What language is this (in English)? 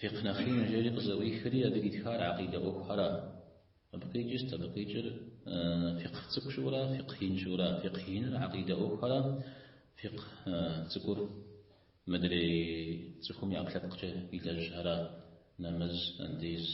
Kabardian